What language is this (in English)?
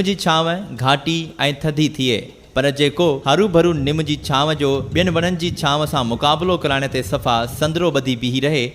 Sindhi